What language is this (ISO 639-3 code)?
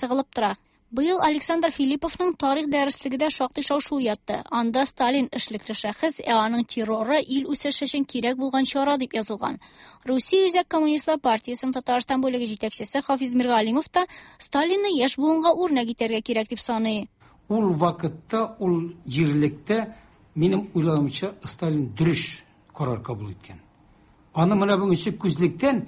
tat